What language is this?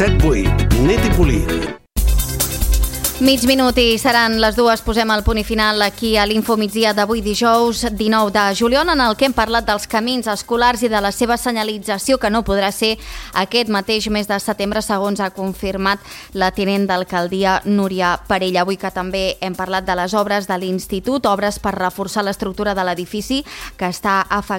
Catalan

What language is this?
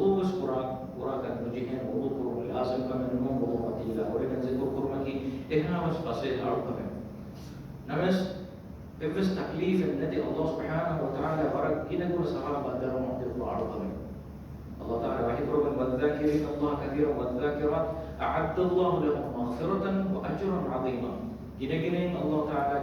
Divehi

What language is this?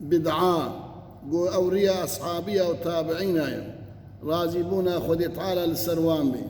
Kurdish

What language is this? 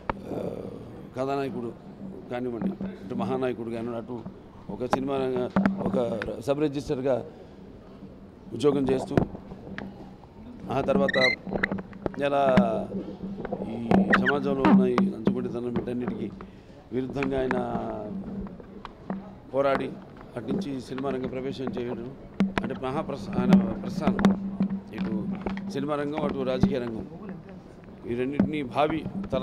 Telugu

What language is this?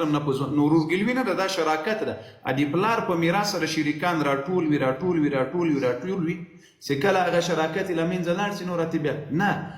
Pashto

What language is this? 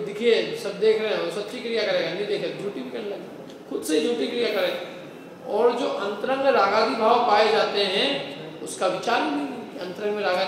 Hindi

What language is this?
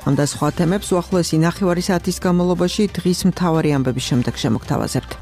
Georgian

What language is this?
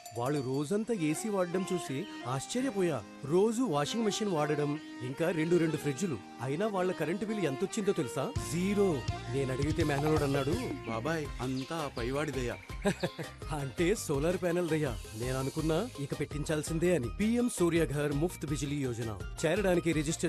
Telugu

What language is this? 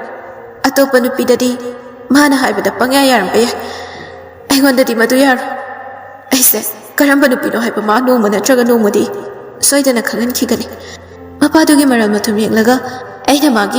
Manipuri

